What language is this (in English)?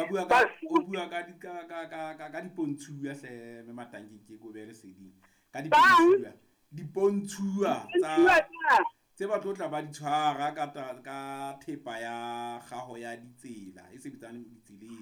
Southern Sotho